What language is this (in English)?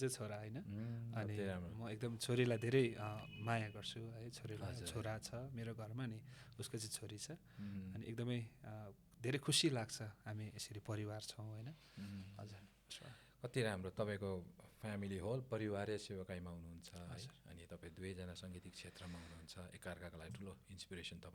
Nepali